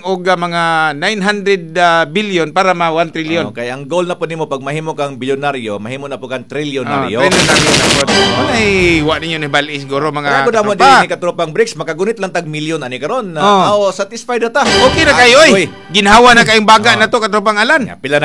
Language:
Cebuano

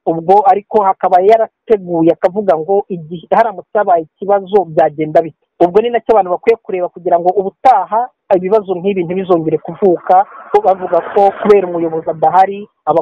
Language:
Kinyarwanda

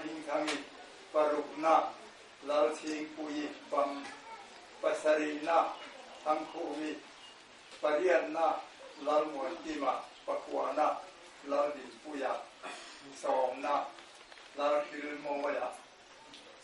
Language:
Mizo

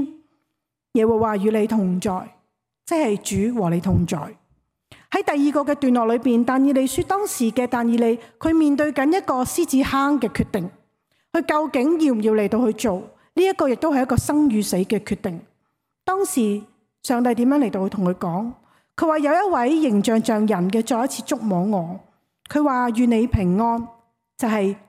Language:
Cantonese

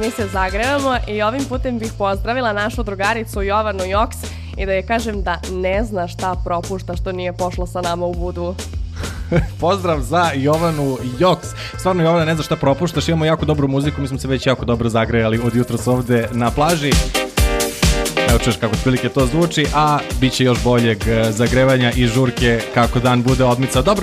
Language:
Serbian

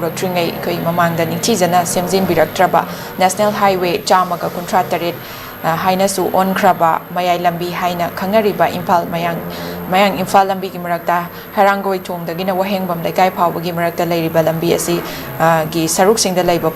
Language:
Manipuri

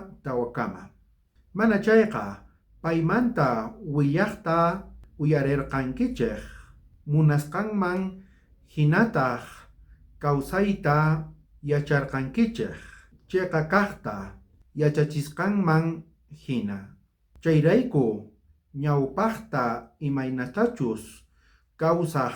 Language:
South Bolivian Quechua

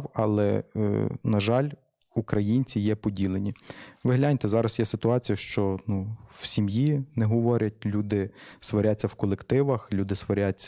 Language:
Ukrainian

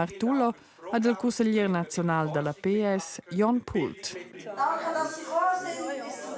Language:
Romansh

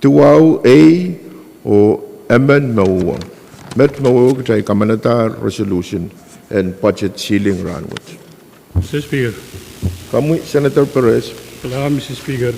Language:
Pohnpeian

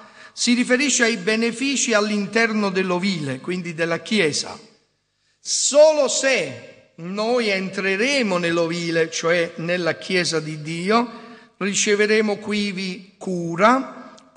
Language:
Italian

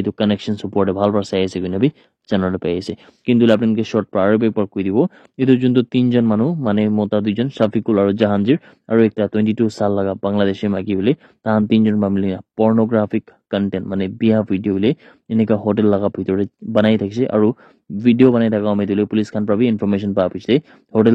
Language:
Naga Pidgin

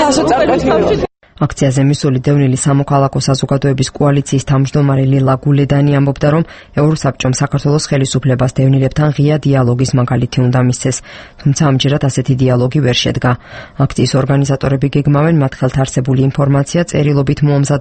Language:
Georgian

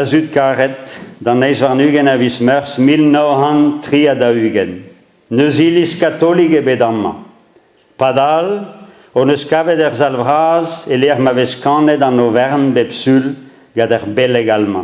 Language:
Breton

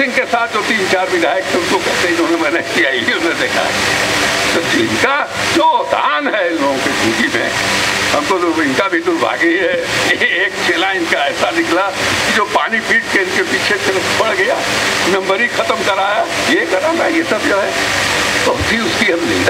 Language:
Hindi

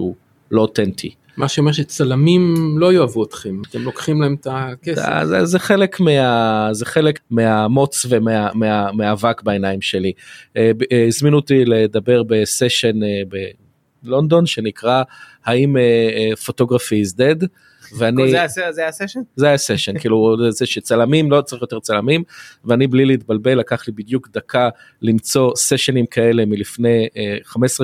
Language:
Hebrew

